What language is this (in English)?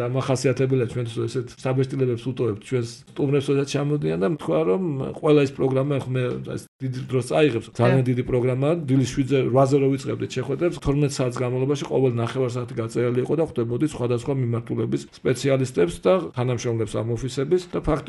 Georgian